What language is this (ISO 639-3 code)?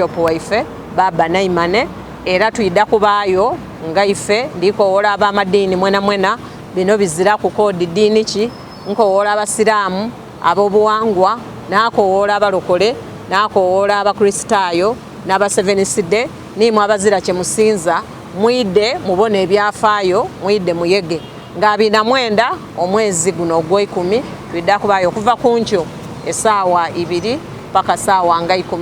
xog